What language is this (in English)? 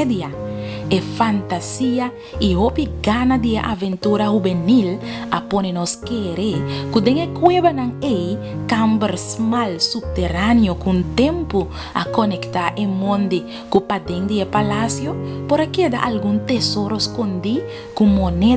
Papiamento